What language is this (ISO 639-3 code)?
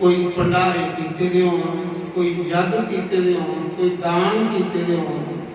doi